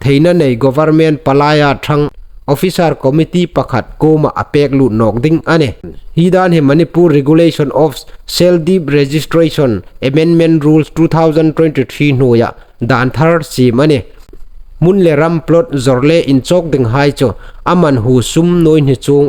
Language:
Hmar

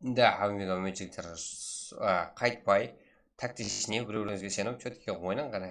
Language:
Kara-Kalpak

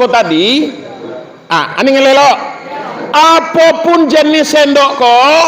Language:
Minangkabau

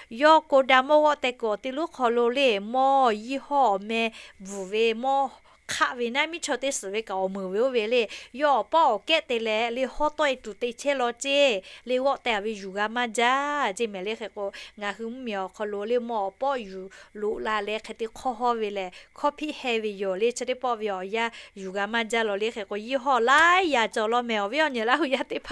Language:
Lahu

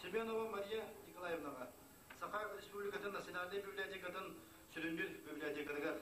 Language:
Yakut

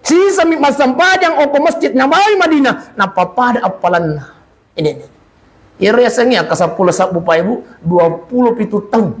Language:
Buginese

